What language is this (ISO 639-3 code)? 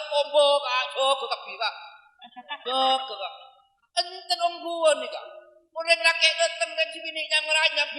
mad